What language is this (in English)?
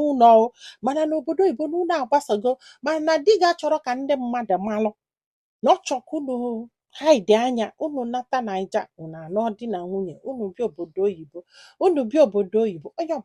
Igbo